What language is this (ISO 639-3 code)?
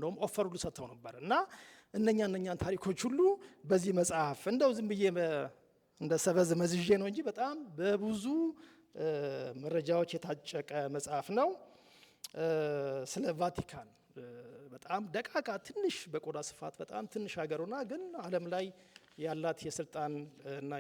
amh